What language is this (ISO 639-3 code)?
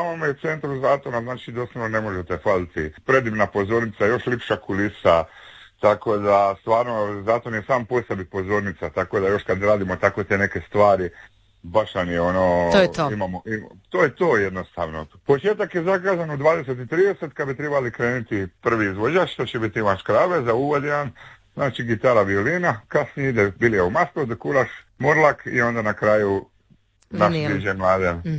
hrv